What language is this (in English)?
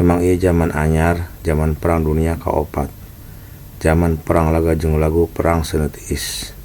Sundanese